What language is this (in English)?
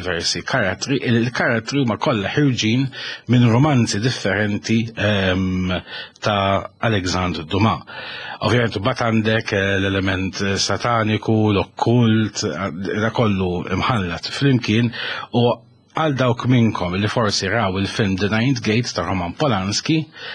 Maltese